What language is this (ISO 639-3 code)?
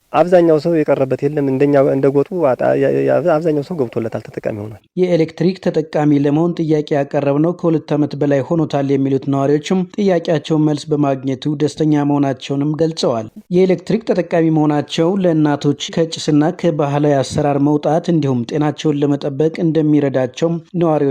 amh